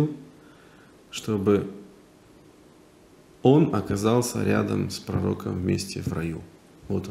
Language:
Russian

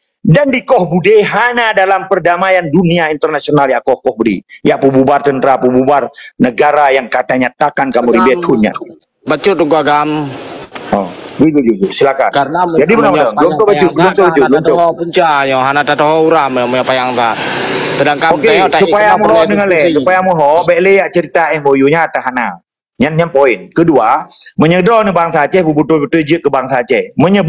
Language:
Achinese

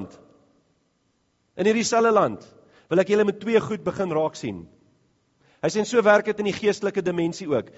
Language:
Afrikaans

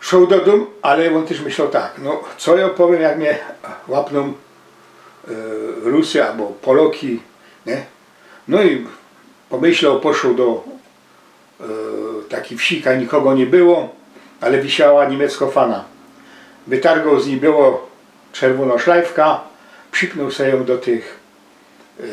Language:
Silesian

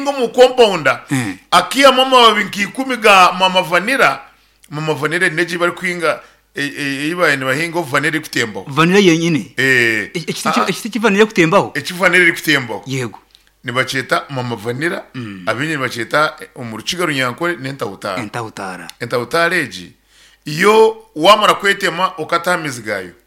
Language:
Nyankole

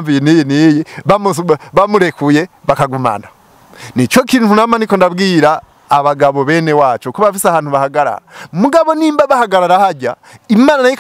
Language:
Rundi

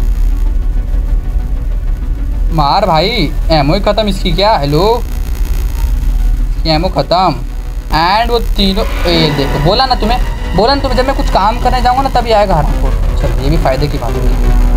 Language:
Hindi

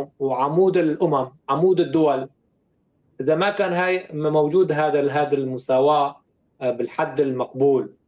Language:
North Levantine Arabic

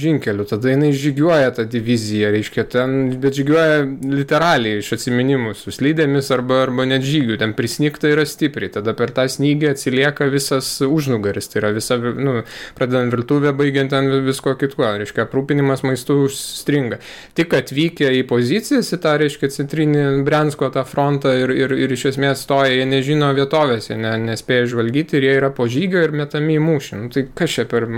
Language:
Lithuanian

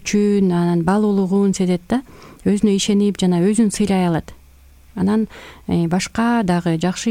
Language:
Kyrgyz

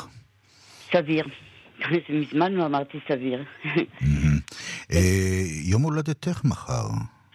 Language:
Hebrew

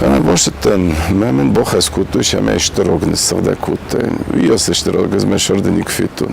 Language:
Ossetic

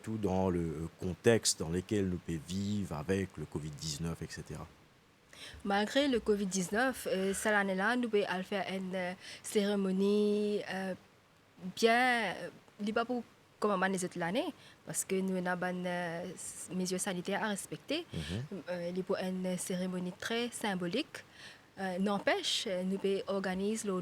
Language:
Morisyen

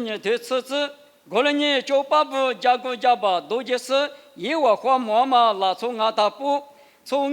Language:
Lisu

